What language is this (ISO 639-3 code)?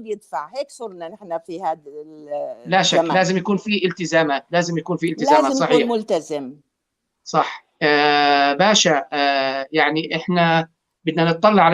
apc